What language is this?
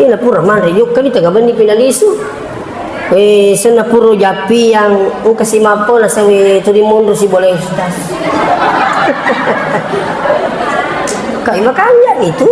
Buginese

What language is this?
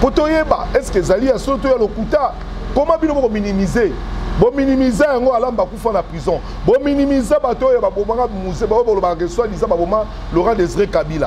Lingala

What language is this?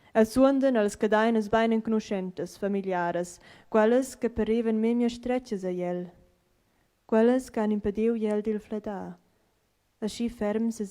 Romansh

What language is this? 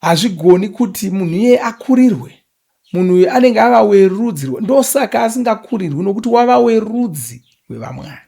Shona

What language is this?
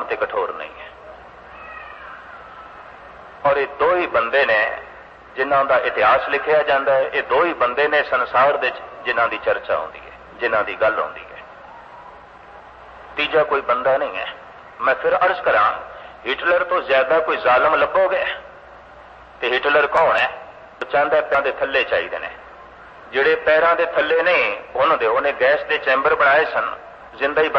Punjabi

